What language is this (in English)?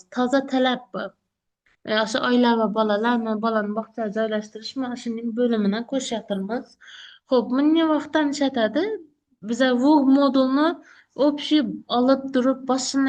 Uzbek